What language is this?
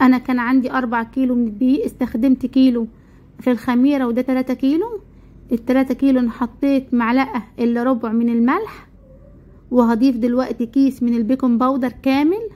Egyptian Arabic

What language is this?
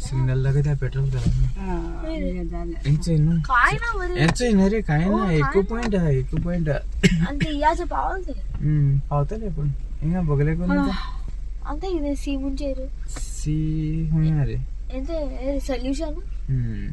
Konkani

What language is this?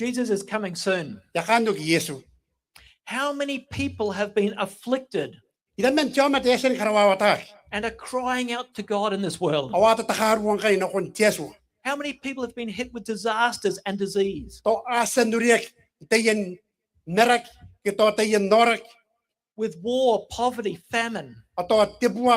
Gilbertese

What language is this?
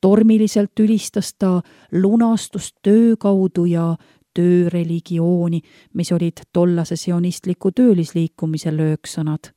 Estonian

